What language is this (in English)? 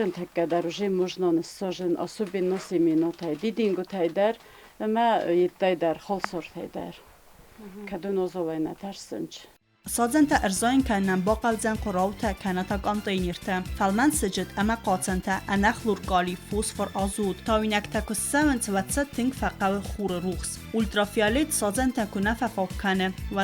Ossetic